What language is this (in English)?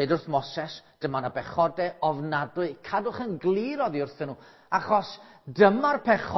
Welsh